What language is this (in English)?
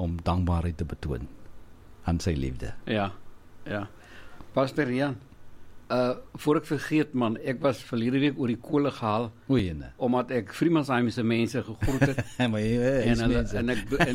Afrikaans